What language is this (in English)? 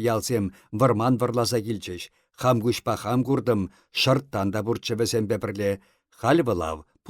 Chuvash